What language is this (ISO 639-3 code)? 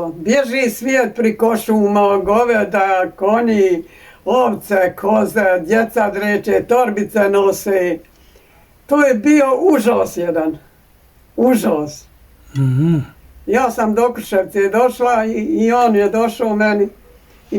bos